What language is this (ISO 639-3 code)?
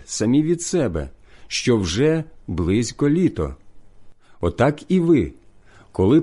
ukr